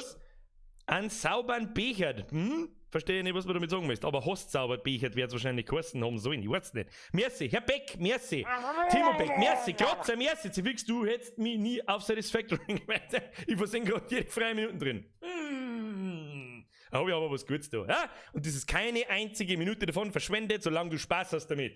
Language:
Bavarian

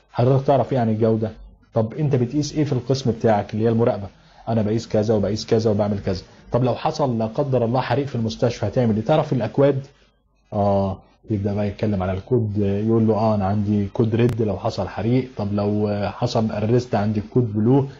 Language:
Egyptian Arabic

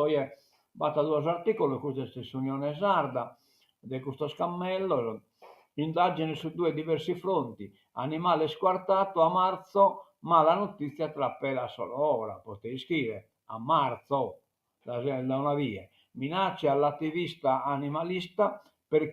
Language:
Sardinian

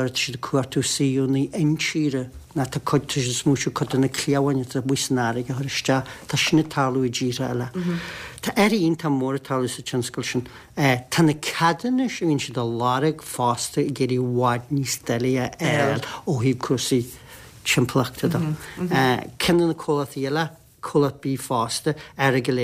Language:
Irish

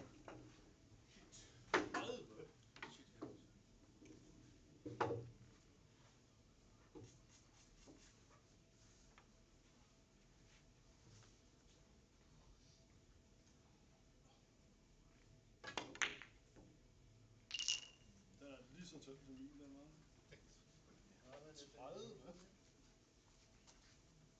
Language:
Danish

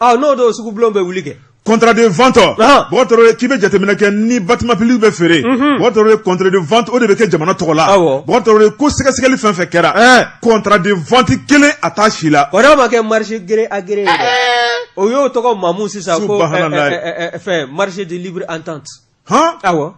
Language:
Bambara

